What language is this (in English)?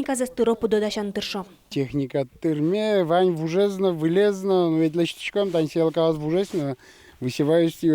Udmurt